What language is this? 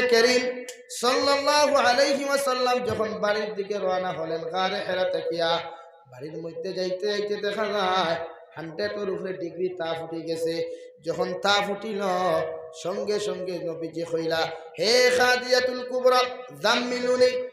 Sylheti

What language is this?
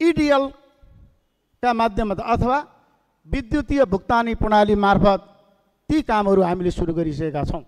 Nepali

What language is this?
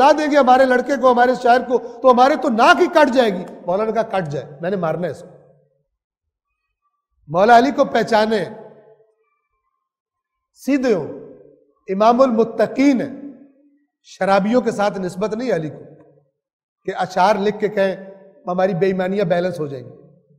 Urdu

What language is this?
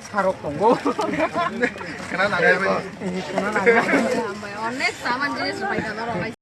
Kok Borok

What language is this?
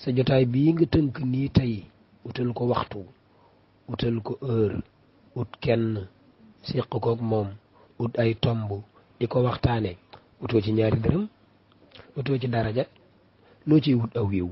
Wolof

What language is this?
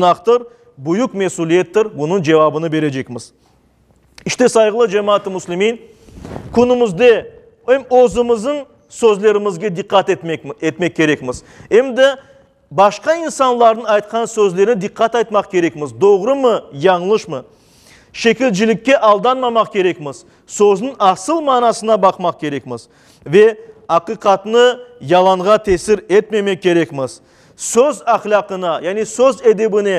Crimean Tatar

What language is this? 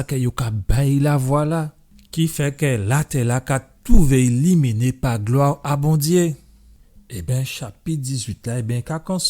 Guadeloupean Creole French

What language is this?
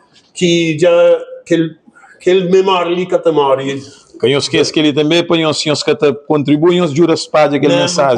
Kabuverdianu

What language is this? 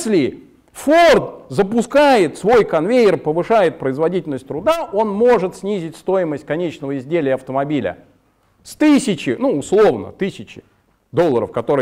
Russian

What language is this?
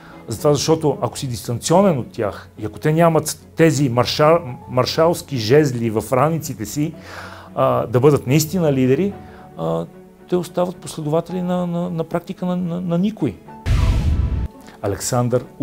Bulgarian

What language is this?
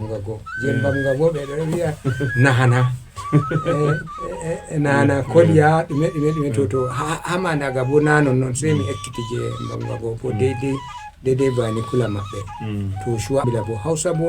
Fula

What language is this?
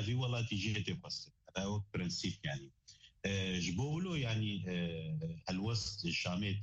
Kurdish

